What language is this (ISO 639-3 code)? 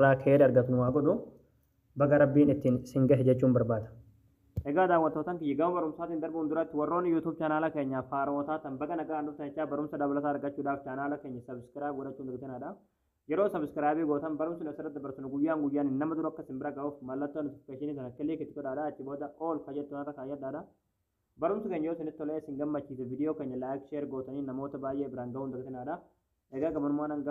orm